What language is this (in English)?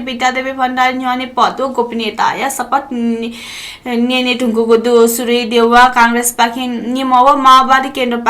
Newari